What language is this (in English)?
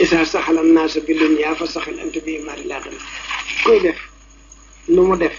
Wolof